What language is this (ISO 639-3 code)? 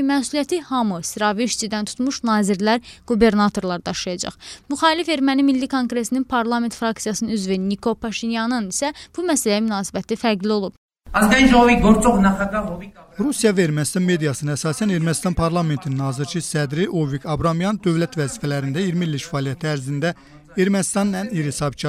aze